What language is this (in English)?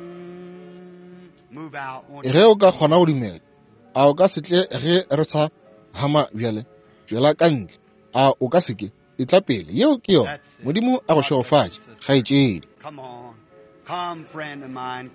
Northern Sotho